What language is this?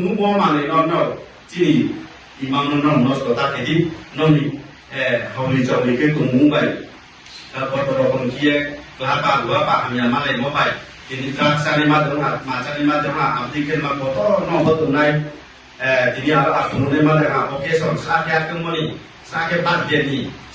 Riang (India)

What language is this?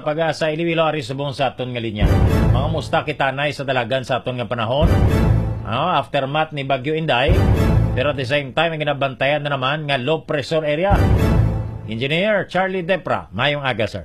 Hiligaynon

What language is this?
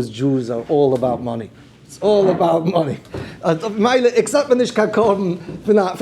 Yiddish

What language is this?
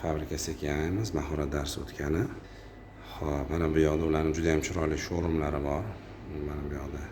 Uzbek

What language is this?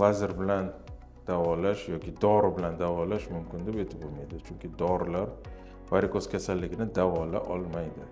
Uzbek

